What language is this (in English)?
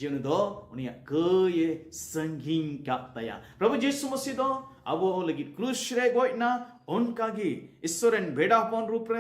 Santali